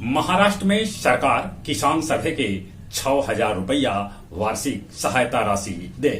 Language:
Magahi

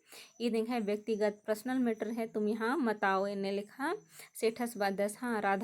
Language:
Kurukh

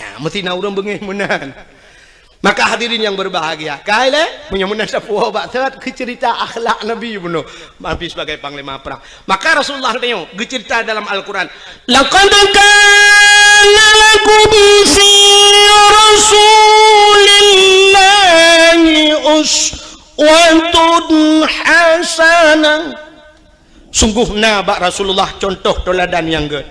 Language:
Achinese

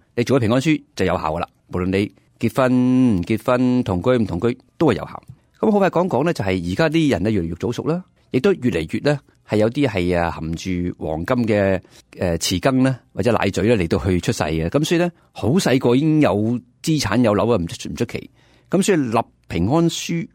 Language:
Cantonese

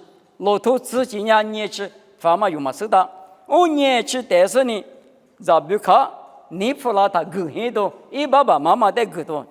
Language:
Lisu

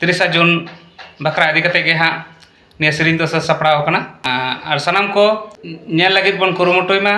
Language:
Santali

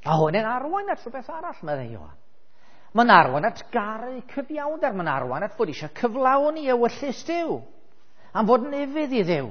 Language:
Welsh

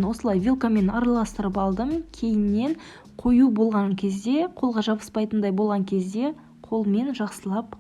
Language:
Kazakh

